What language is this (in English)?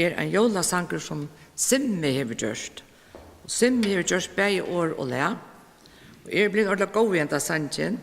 Faroese